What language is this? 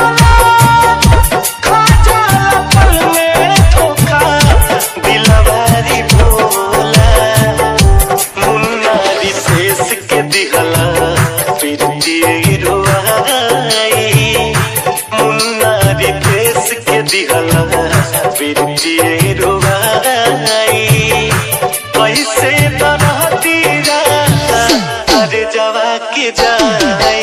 Bhojpuri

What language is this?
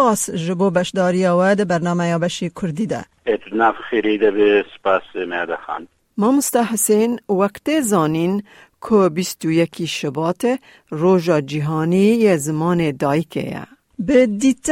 Kurdish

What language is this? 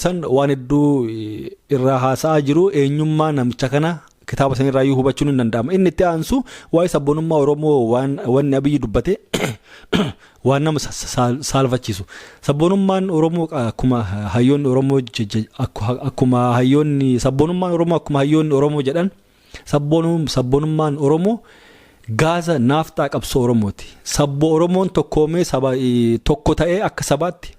Oromo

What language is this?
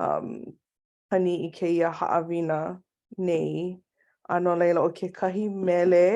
Hawaiian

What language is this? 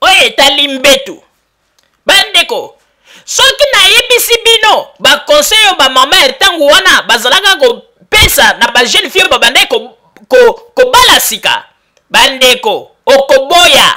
Lingala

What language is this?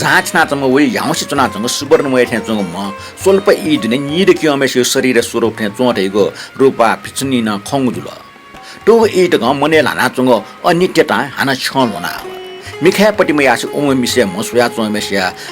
Newari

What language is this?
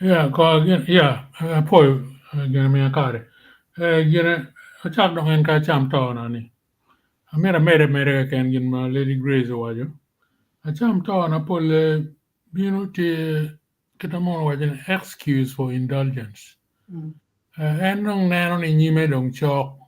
Acoli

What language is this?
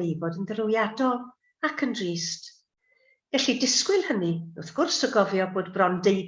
Welsh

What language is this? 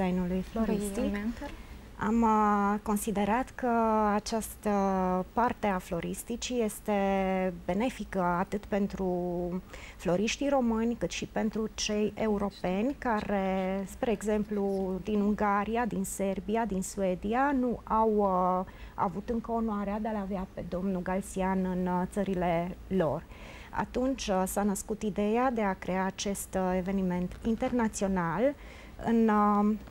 Romanian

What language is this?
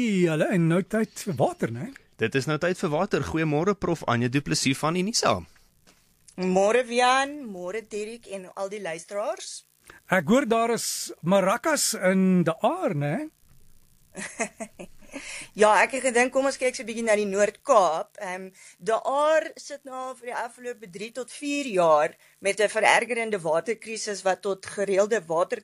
Afrikaans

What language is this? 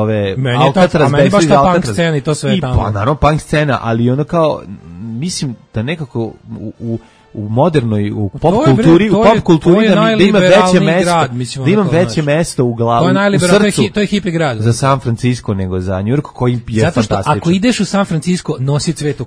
Serbian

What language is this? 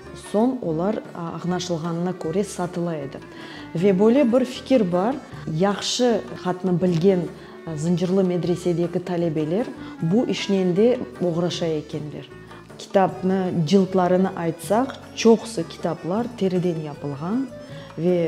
Crimean Tatar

